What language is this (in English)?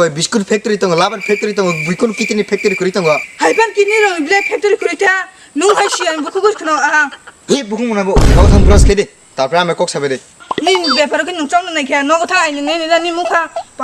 Kok Borok